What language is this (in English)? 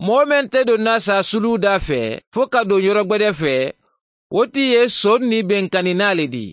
Mandingo